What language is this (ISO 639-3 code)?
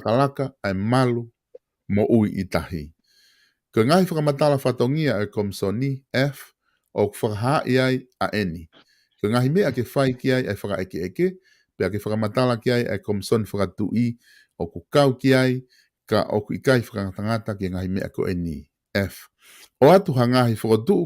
ton